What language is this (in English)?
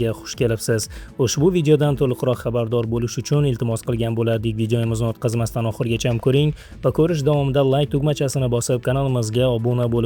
Uzbek